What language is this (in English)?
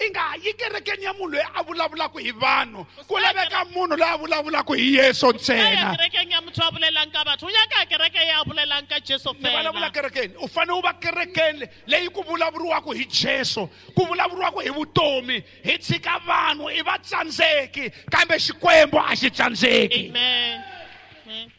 Tsonga